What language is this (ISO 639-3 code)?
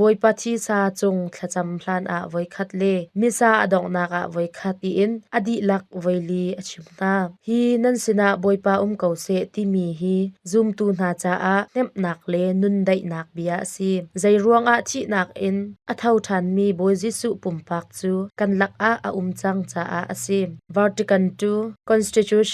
cnh